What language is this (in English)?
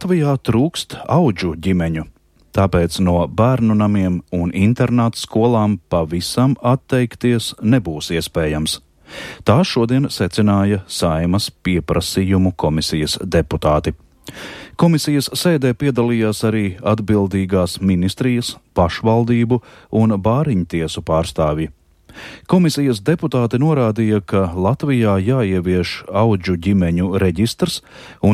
Latvian